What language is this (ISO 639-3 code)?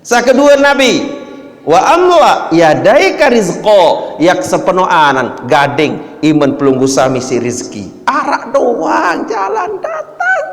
sas